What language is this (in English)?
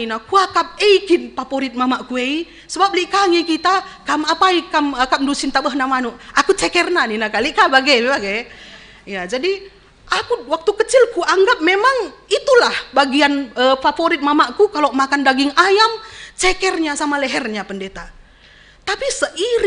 Batak Karo